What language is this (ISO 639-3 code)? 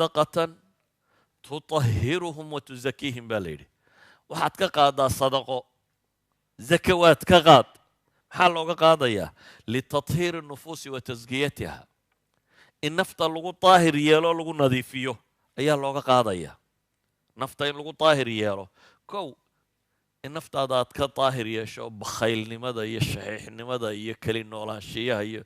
som